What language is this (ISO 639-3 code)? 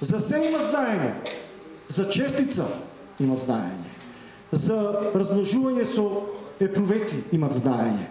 mkd